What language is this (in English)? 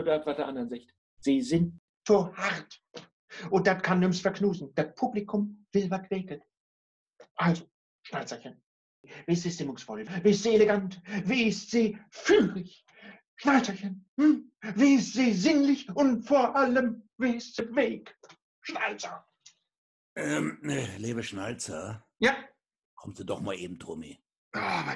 Low German